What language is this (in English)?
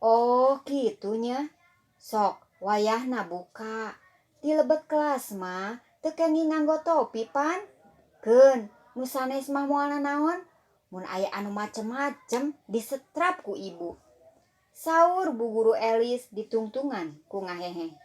Sundanese